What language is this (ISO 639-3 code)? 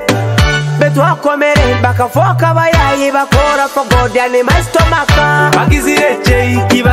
nyo